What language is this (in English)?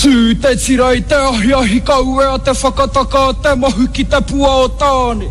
Māori